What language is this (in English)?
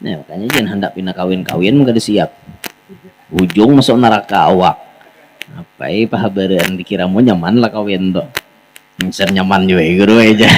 Banjar